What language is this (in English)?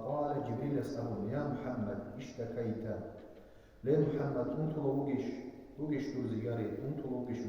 Avaric